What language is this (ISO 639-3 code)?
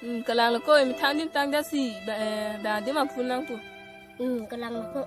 mjw